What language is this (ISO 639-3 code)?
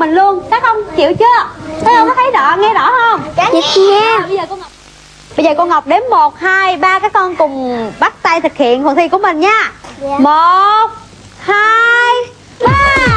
vie